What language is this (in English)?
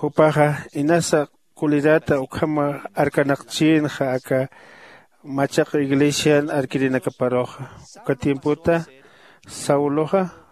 Aymara